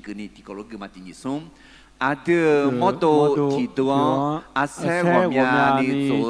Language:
Akha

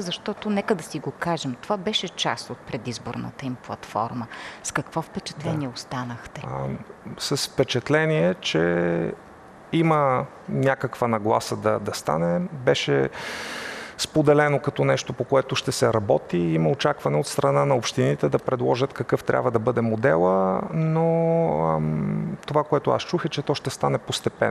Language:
Bulgarian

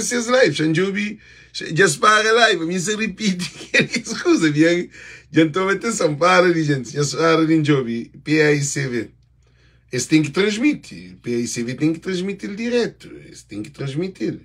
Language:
Kabuverdianu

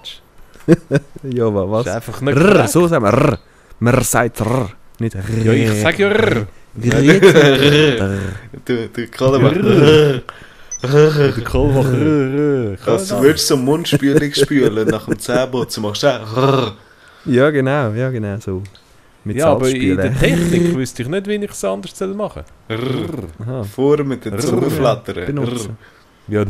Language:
Swiss German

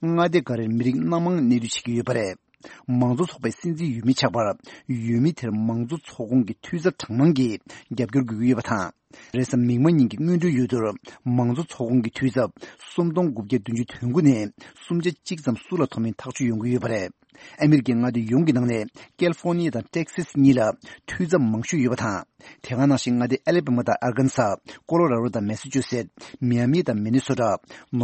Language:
Tibetan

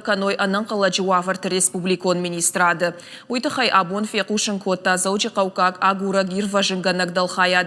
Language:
Ossetic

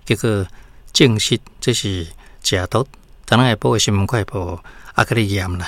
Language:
Min Nan Chinese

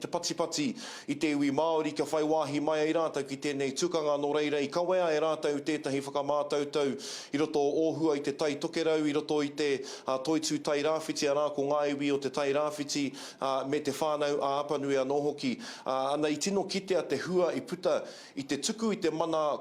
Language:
Māori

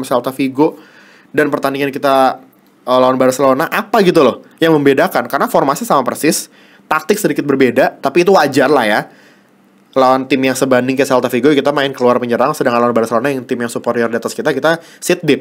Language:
Indonesian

